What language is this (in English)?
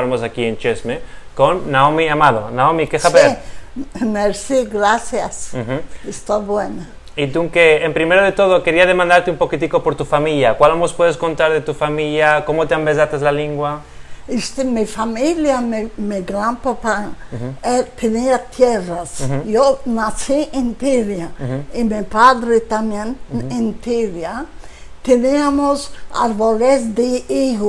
Ladino